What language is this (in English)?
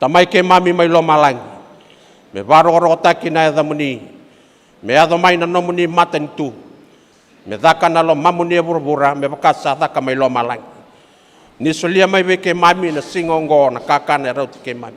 Fijian